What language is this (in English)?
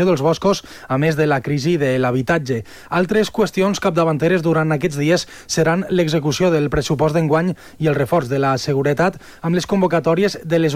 Catalan